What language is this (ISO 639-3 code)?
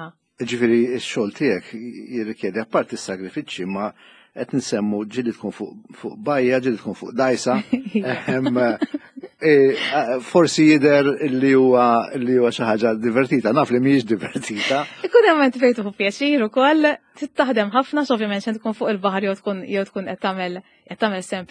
mlt